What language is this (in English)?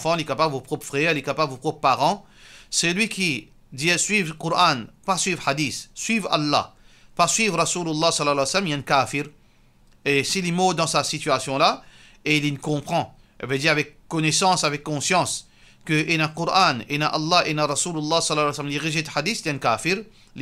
Morisyen